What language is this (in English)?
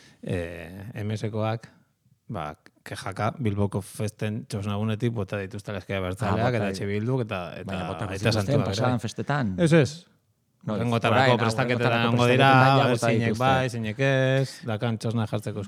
Basque